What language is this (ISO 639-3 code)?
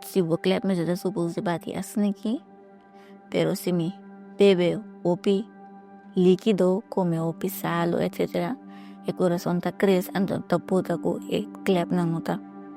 pap